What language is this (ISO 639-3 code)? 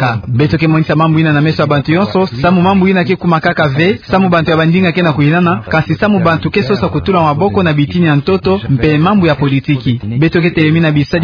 ktu